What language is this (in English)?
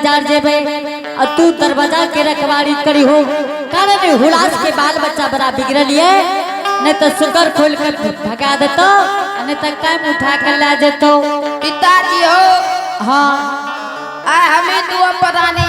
Angika